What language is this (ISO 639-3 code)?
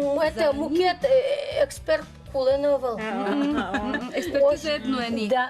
udm